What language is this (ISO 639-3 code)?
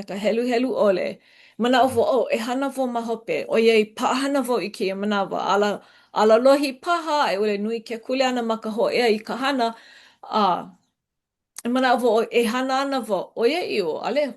haw